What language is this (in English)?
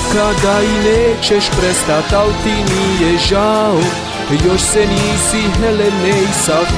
Bosnian